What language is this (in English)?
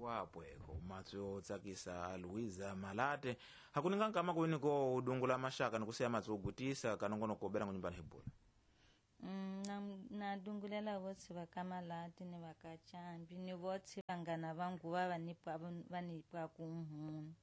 Tsonga